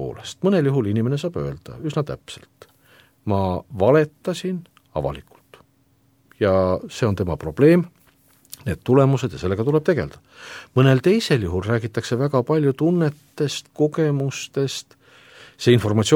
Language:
Estonian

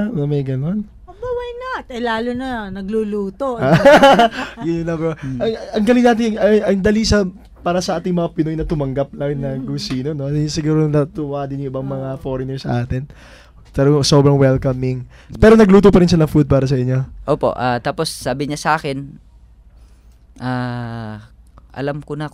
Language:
Filipino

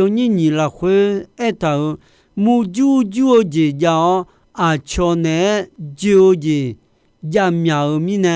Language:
Akha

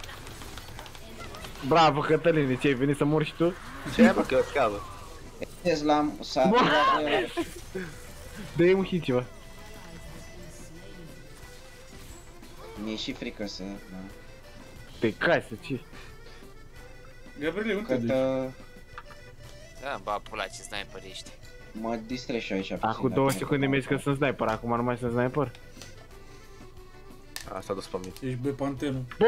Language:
Romanian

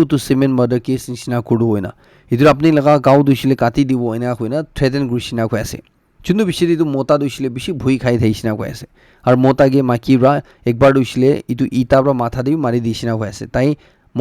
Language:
Naga Pidgin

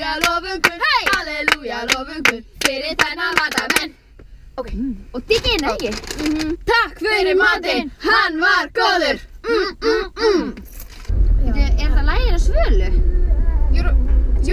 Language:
Icelandic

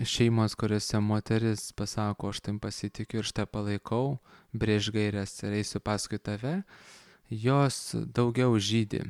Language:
Lithuanian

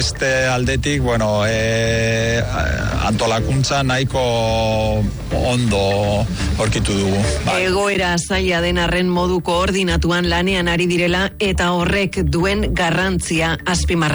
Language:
Basque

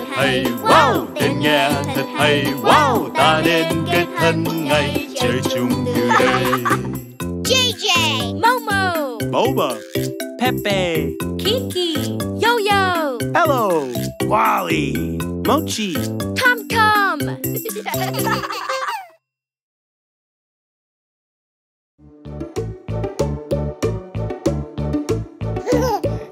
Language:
Vietnamese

